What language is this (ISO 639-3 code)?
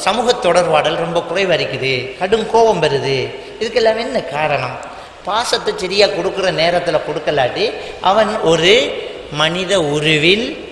tam